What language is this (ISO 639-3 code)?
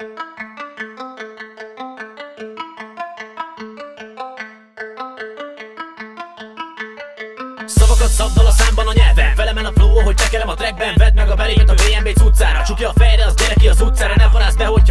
hun